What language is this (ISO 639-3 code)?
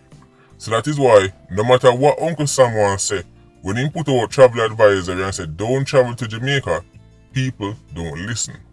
jam